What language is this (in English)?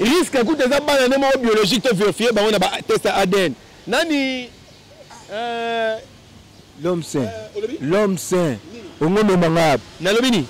Lingala